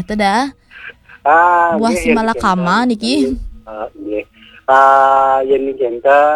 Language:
Balinese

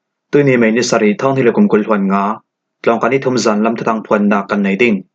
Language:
Falam Chin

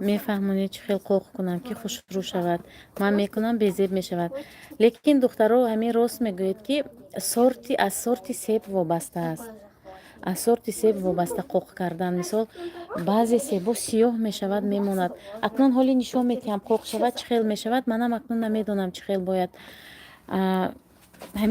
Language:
Tajik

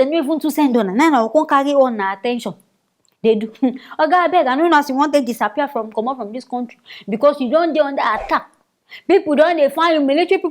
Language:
Nigerian Pidgin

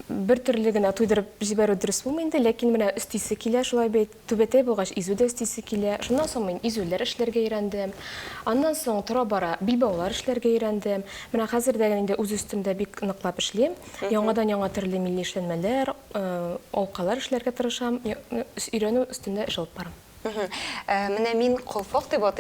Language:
Tatar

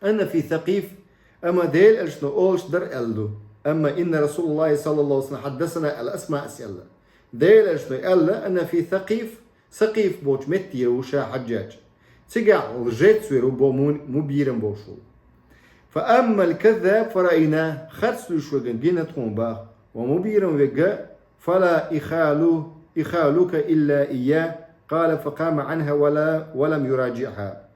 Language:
Chechen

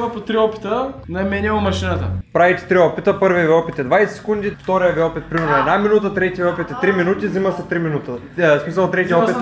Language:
Bulgarian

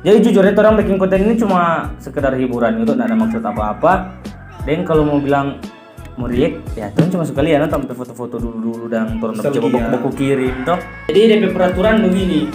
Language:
Manado Malay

